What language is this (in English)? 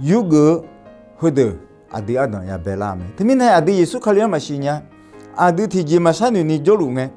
Akha